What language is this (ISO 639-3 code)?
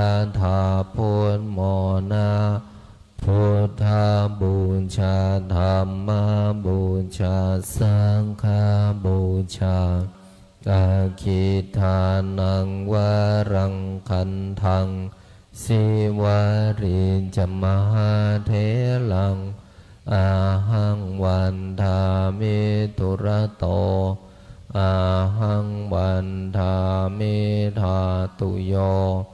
pli